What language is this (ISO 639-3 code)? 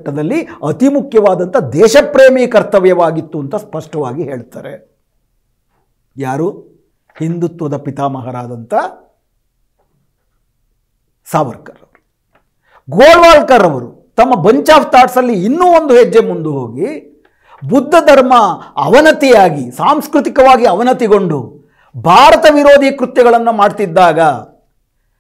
kan